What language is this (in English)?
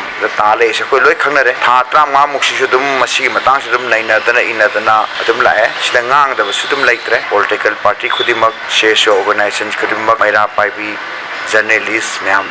Manipuri